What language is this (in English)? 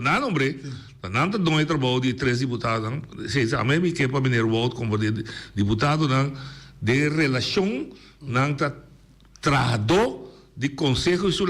Papiamento